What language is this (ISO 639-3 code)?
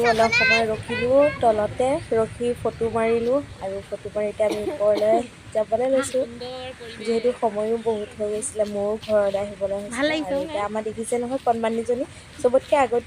asm